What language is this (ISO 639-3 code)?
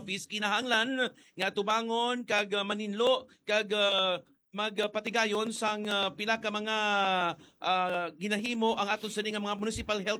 hil